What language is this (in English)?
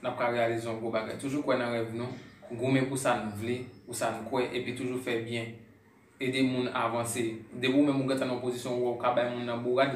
Haitian Creole